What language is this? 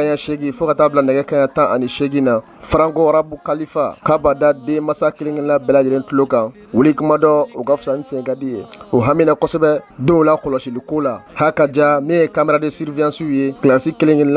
Bambara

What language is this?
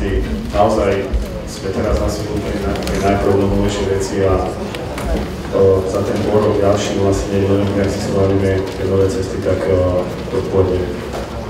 Slovak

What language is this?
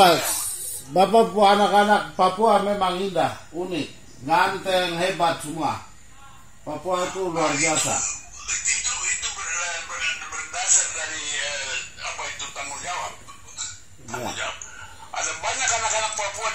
Indonesian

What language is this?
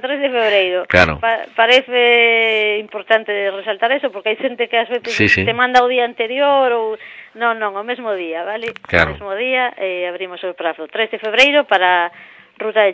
Galician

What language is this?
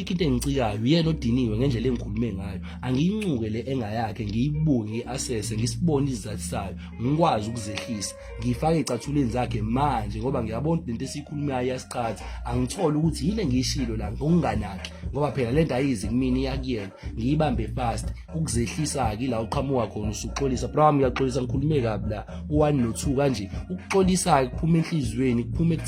Zulu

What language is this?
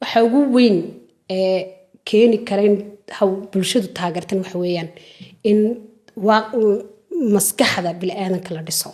Somali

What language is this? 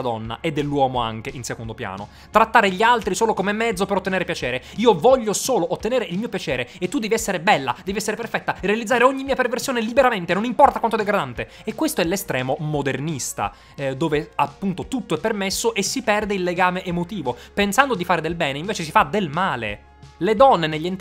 Italian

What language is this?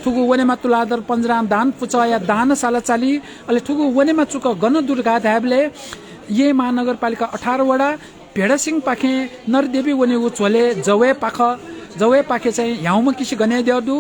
Newari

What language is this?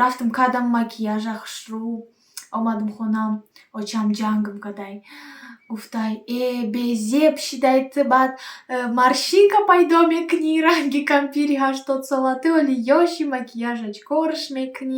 Tajik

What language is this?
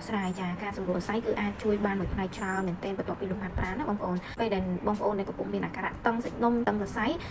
Khmer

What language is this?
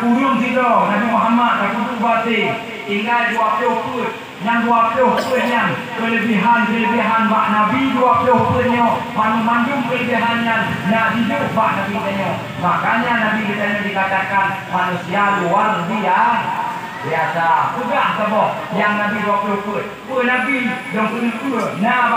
Achinese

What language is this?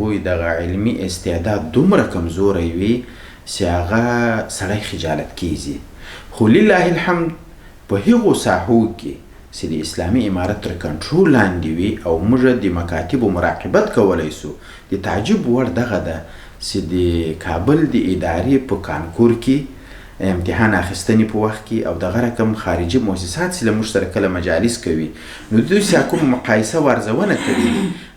Pashto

